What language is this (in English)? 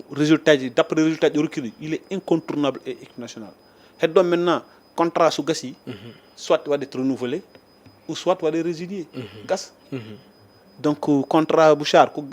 Fula